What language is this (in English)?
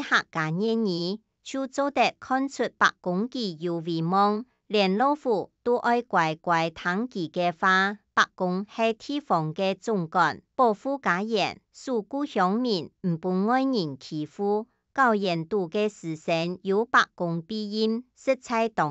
Hakka Chinese